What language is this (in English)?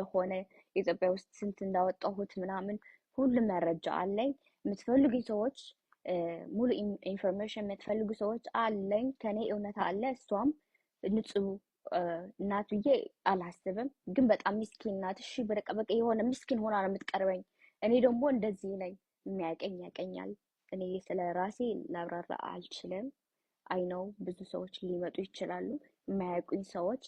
Amharic